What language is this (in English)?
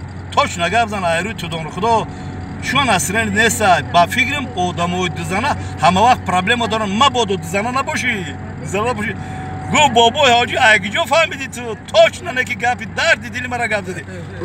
Tajik